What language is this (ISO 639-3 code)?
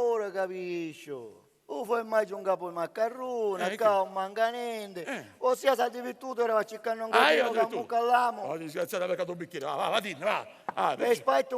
scn